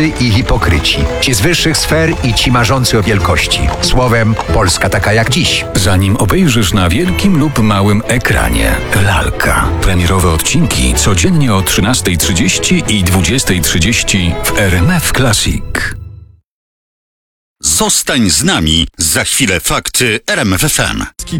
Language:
Polish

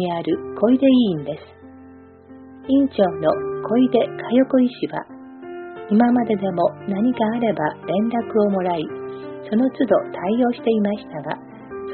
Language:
Japanese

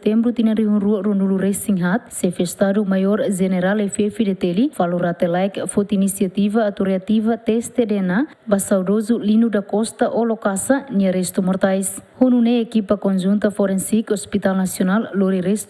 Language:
Tetum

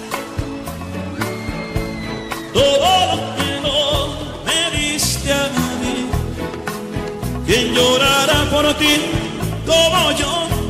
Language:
Spanish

